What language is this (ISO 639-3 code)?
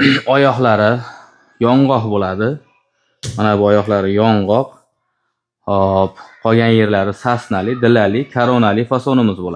uzb